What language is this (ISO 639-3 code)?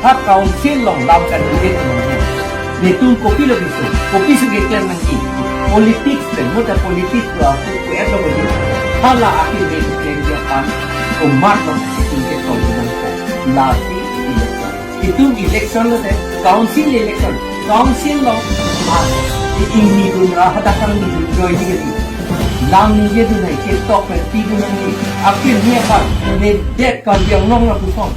mjw